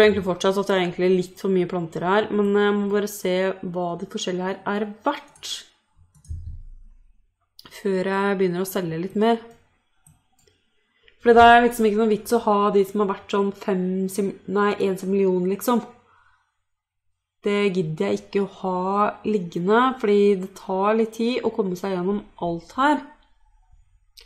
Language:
Norwegian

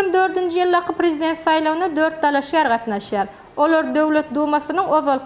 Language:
Turkmen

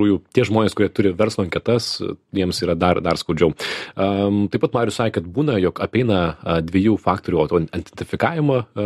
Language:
Lithuanian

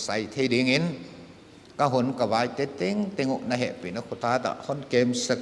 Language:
Paite Chin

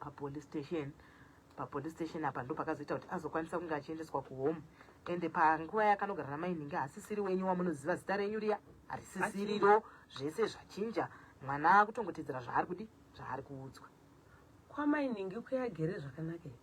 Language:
Shona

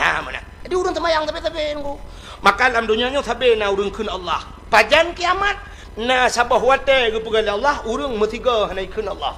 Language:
Achinese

